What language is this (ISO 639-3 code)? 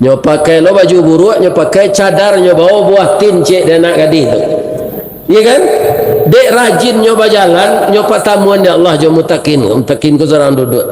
min